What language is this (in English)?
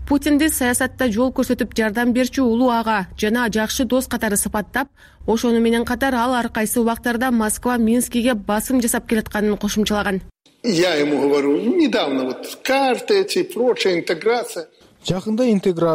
Kyrgyz